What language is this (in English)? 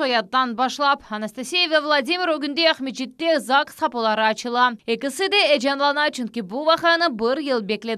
Crimean Tatar